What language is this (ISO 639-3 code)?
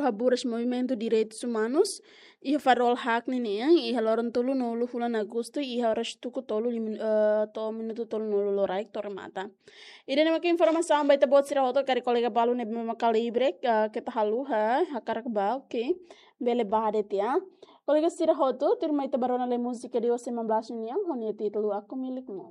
tet